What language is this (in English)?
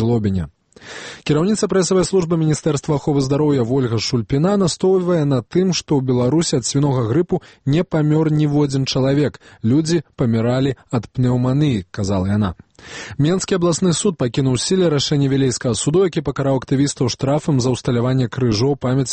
Belarusian